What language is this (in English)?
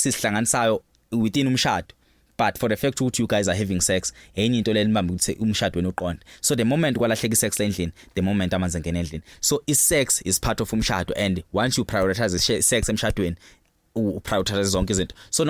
Zulu